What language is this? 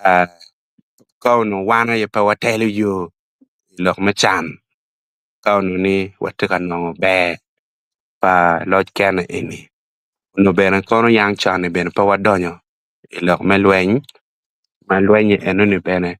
Acoli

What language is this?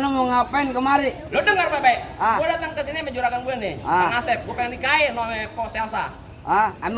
Betawi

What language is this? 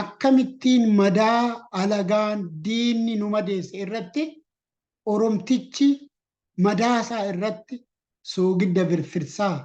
Oromo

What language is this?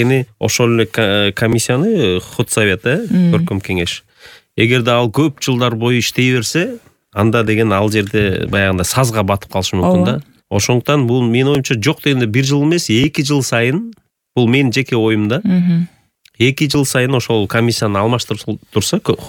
Kyrgyz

